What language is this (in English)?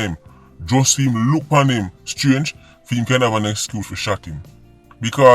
Jamaican Creole English